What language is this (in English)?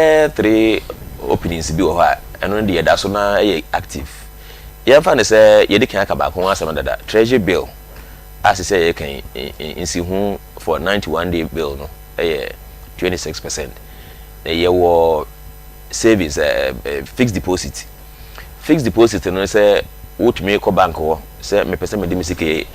Akan